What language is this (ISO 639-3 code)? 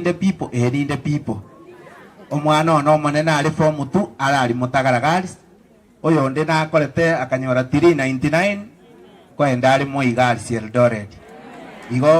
guz